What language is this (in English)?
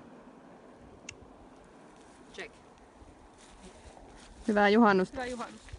Finnish